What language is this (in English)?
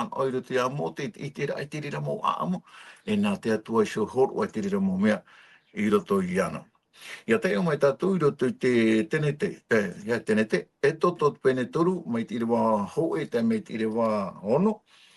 Tahitian